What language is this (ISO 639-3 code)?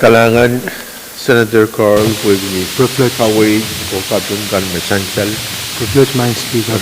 pon